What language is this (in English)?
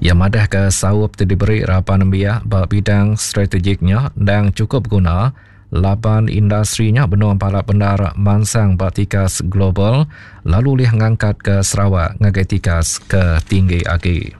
Iban